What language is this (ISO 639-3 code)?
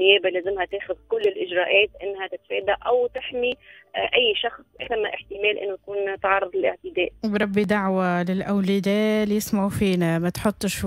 aeb